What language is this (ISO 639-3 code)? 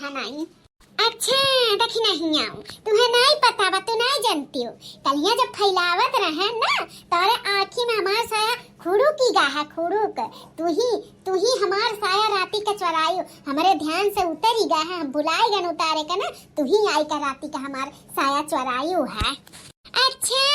bho